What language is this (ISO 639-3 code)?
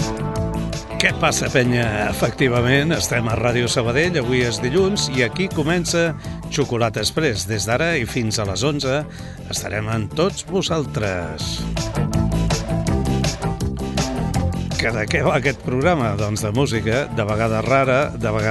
cat